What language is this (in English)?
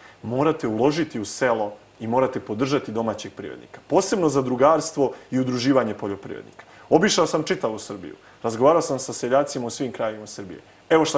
Serbian